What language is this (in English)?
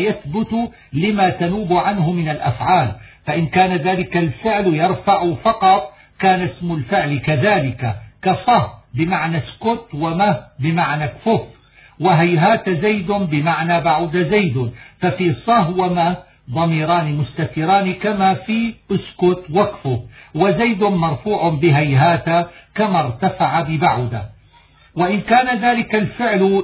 Arabic